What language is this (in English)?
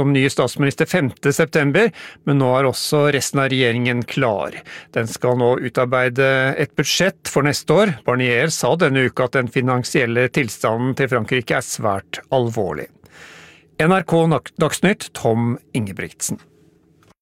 Norwegian